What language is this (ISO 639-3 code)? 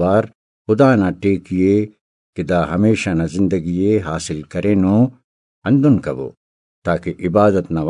brh